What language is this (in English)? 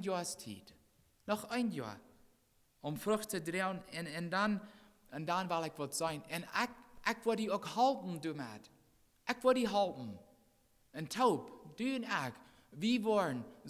Plautdietsch